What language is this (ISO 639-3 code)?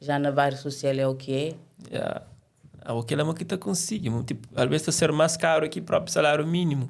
kea